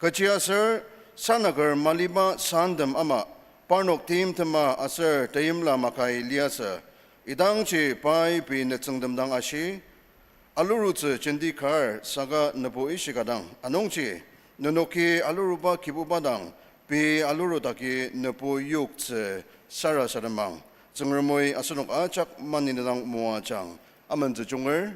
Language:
Ao Naga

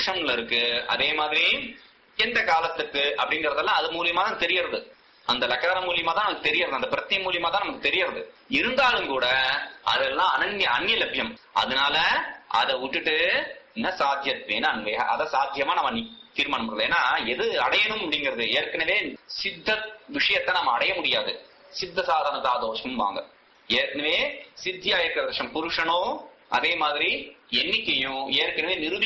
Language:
Tamil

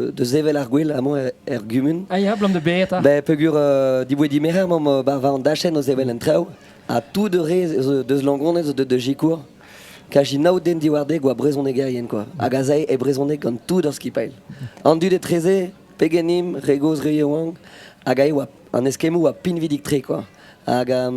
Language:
Breton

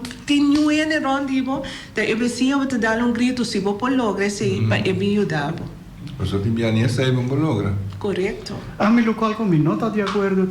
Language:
Papiamento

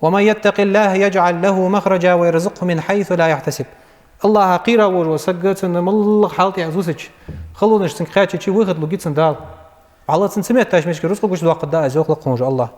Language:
Ingush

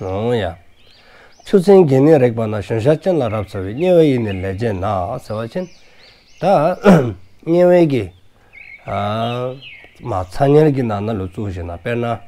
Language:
Dzongkha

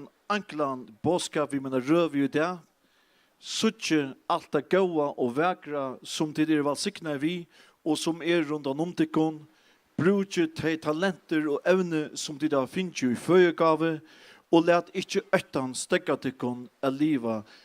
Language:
Faroese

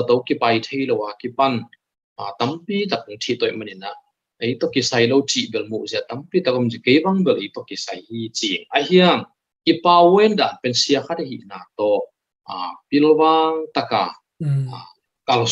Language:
Tedim Chin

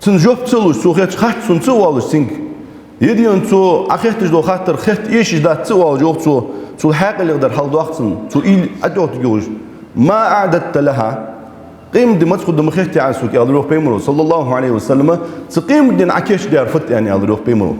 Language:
Ingush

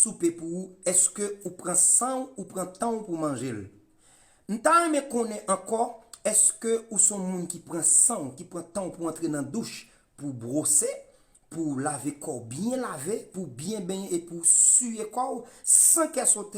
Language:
Haitian Creole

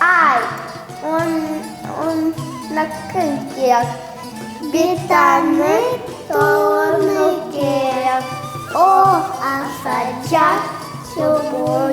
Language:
Crimean Tatar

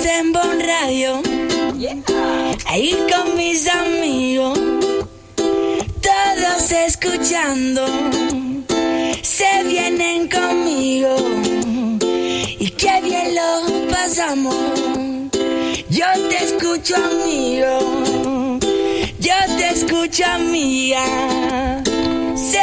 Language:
Spanish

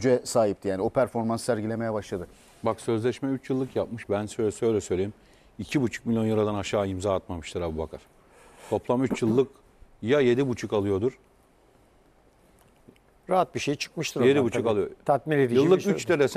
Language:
Turkish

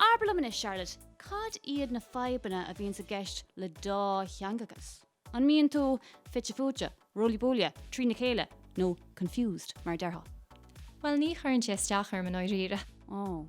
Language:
Irish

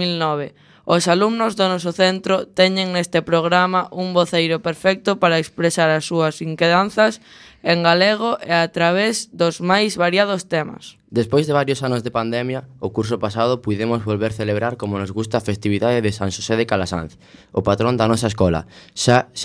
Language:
Galician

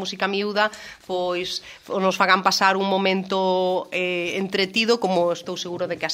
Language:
Galician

